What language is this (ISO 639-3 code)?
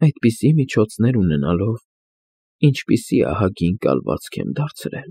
hye